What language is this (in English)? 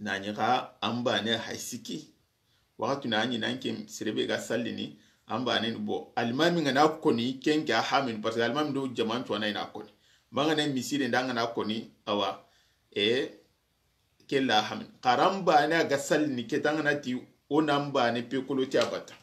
Soninke